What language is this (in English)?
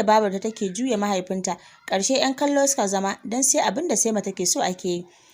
Hausa